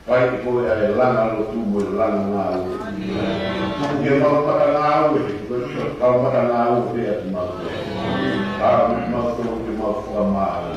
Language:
Tongan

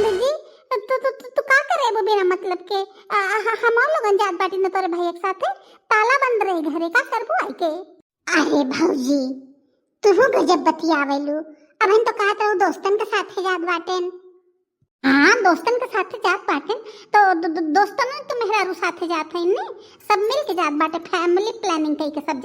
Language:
Bhojpuri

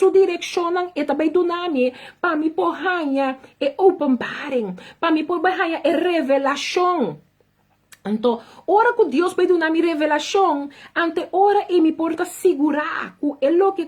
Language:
Papiamento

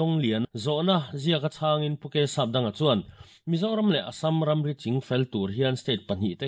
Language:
Mizo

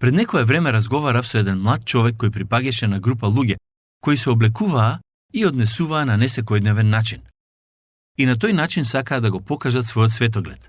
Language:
Macedonian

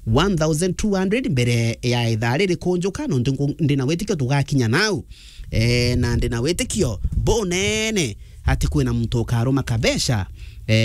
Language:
Meru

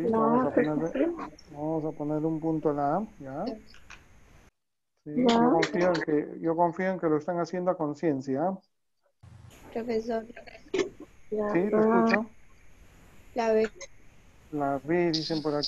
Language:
Spanish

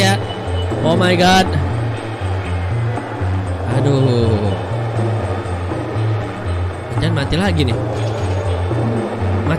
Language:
Indonesian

